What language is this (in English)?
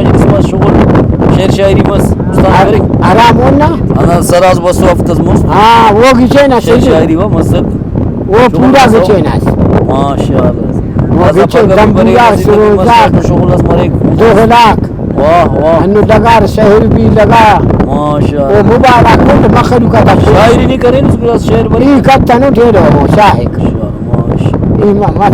Brahui